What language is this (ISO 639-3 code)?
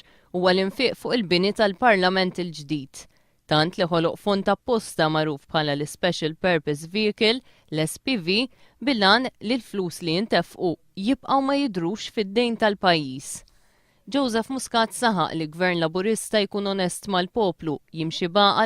mlt